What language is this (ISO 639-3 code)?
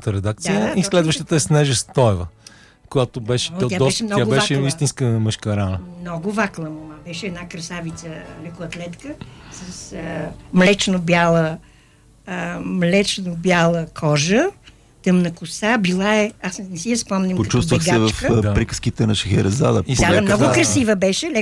bul